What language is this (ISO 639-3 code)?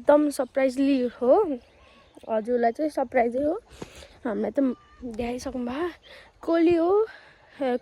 nep